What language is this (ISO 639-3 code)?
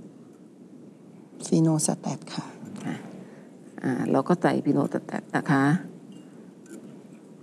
tha